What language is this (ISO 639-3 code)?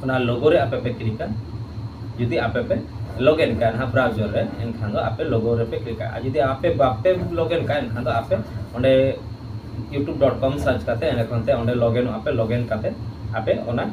sat